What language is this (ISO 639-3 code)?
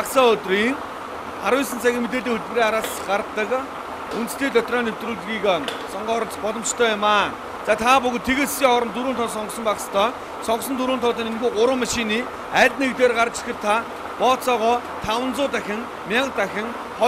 mon